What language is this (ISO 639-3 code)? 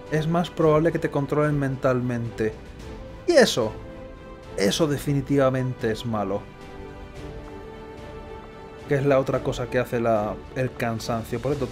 spa